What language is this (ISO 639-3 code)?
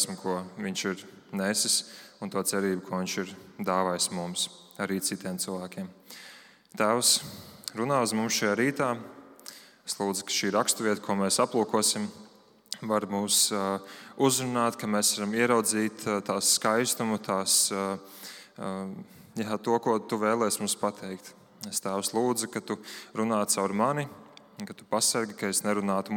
lav